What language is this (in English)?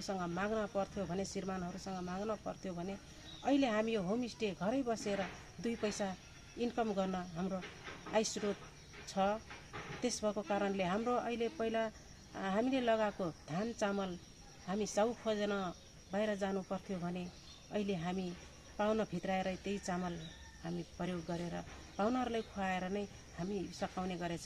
Nepali